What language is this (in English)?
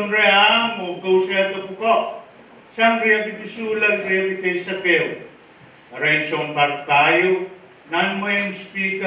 Pohnpeian